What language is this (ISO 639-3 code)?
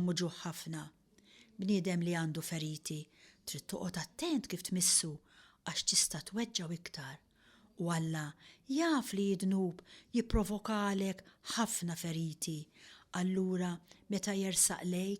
mlt